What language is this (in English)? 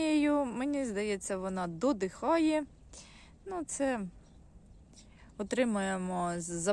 Ukrainian